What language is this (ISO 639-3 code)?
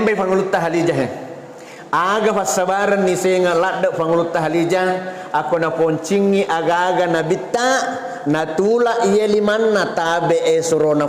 bug